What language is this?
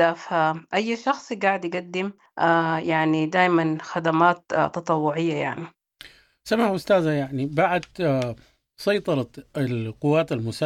Sudanese Arabic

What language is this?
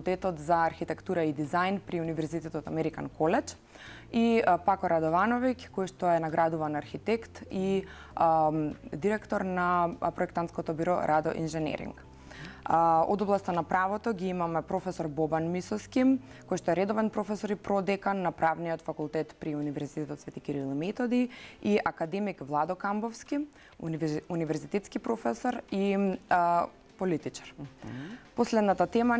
Macedonian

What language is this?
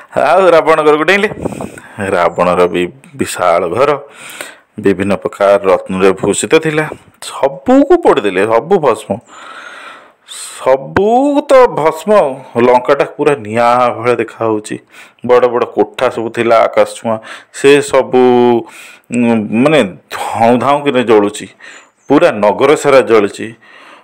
Odia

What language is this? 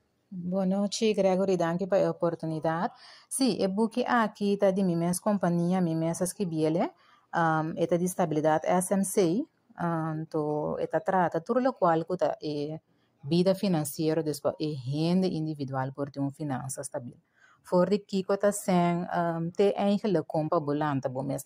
Papiamento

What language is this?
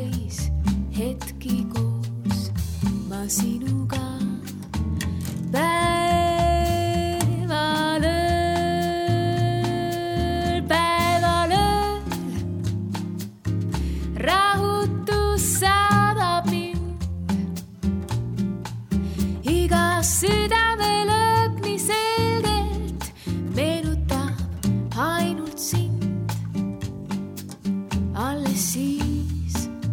Estonian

